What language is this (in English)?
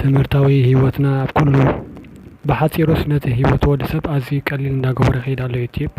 Tigrinya